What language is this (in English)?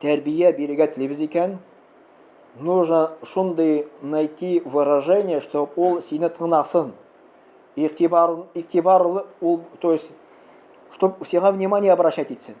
Tatar